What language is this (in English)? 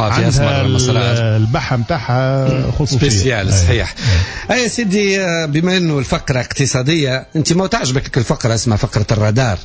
Tunisian Arabic